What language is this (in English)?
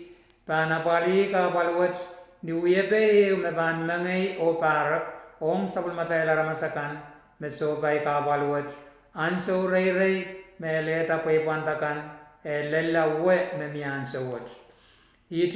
Pohnpeian